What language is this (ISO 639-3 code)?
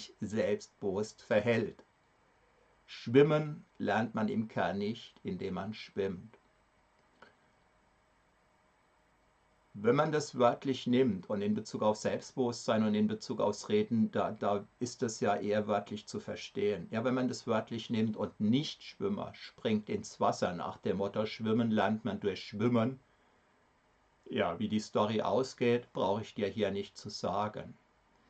deu